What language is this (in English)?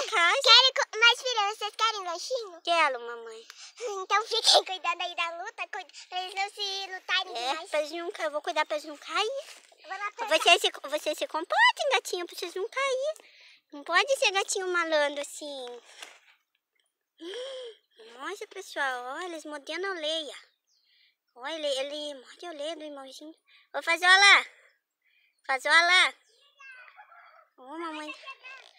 Portuguese